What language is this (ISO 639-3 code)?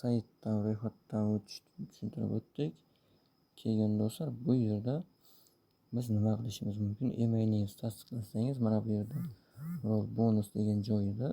uzb